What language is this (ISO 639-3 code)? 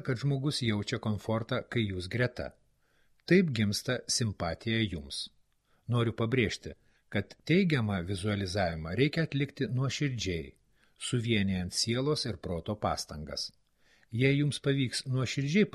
lit